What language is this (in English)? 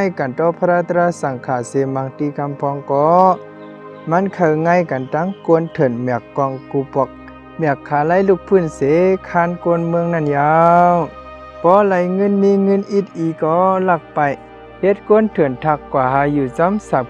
Shan